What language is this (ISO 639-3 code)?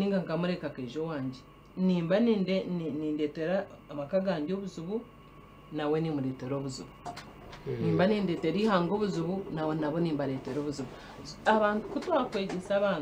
nyn